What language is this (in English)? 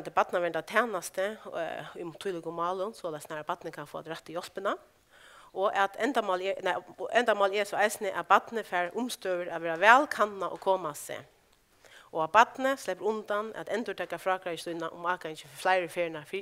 Faroese